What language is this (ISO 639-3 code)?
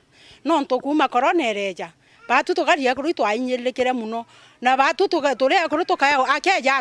mer